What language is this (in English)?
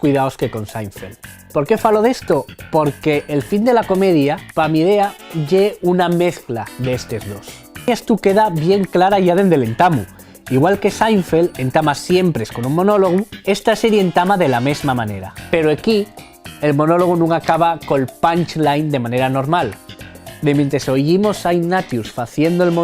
Asturian